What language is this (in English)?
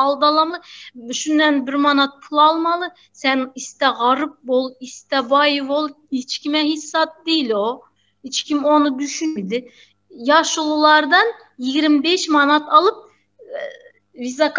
Turkmen